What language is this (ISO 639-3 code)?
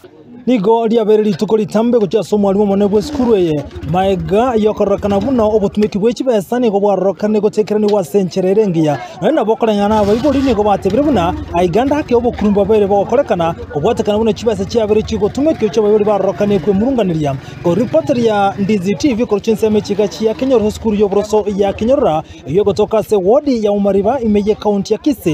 guz